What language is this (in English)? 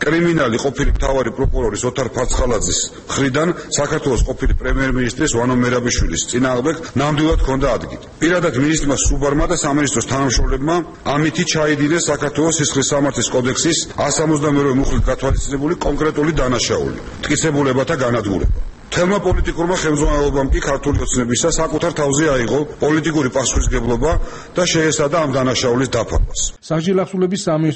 Georgian